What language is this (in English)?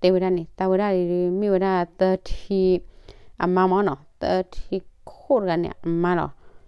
S'gaw Karen